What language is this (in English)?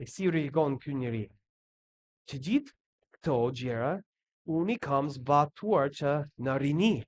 Albanian